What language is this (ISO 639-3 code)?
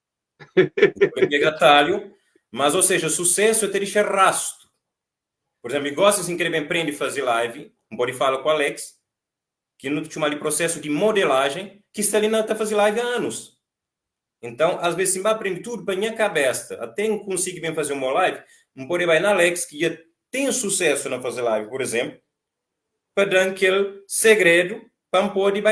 kea